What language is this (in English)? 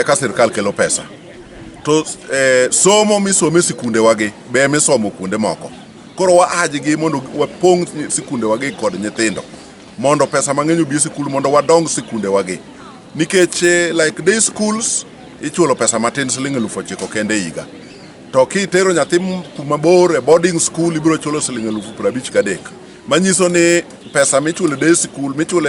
Luo (Kenya and Tanzania)